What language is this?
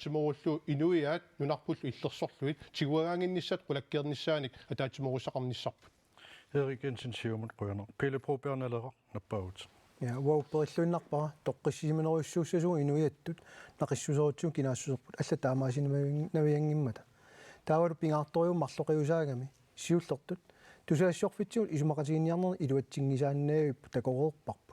Kalaallisut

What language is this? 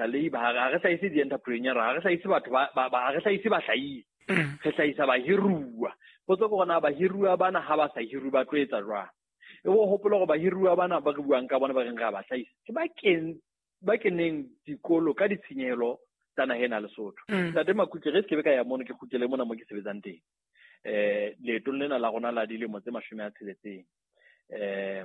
Southern Sotho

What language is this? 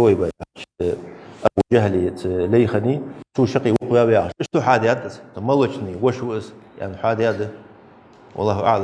Ingush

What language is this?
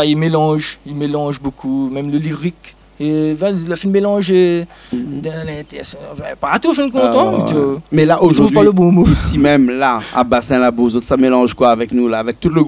Réunion Creole French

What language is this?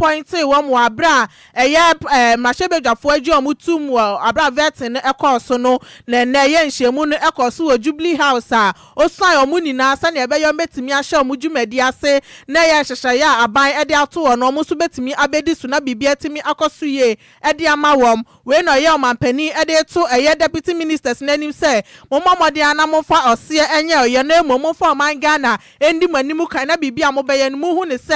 Akan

